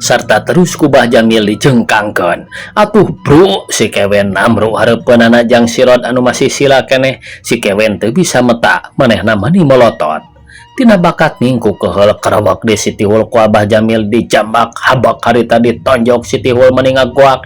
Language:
Sundanese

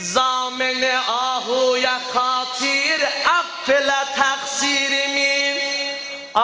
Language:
South Azerbaijani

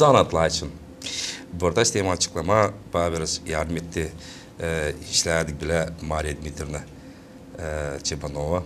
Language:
Gagauz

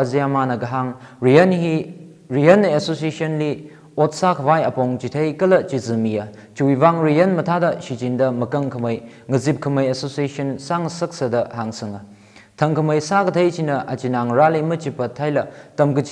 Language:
Tangkhul Naga (India)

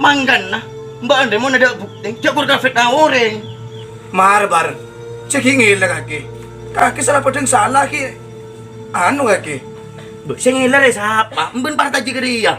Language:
Madurese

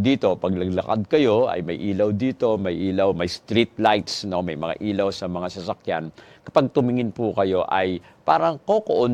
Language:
Filipino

